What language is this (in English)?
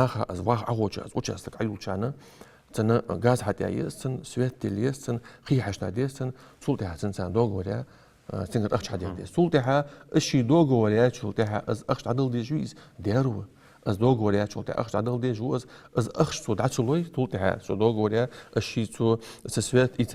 Ingush